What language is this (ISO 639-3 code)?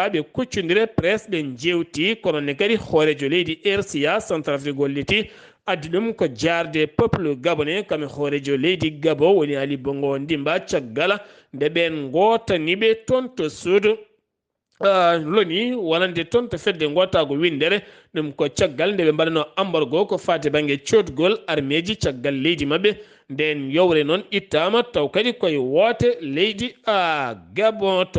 ful